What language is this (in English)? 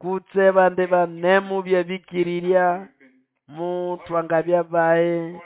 Nande